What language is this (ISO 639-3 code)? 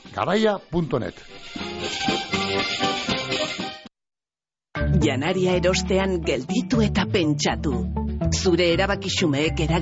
eus